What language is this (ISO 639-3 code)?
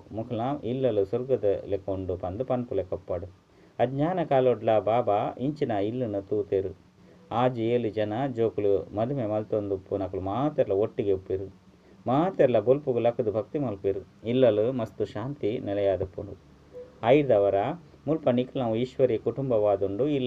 tcy